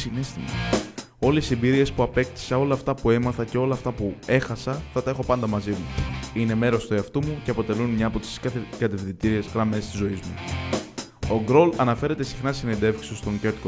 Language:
Greek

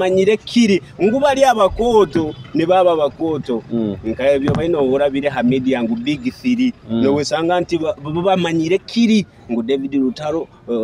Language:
Nyoro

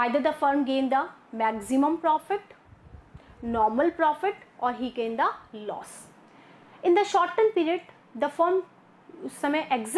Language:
Hindi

